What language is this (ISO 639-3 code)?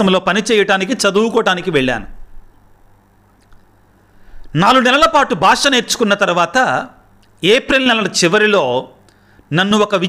tel